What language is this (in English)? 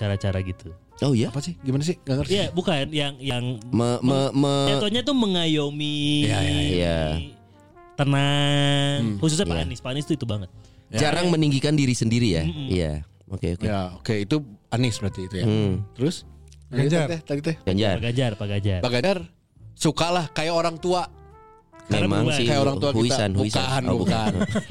Indonesian